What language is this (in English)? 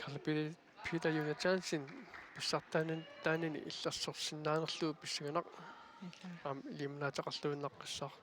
Kalaallisut